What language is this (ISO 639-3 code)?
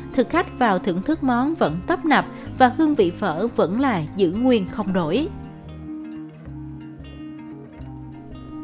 vie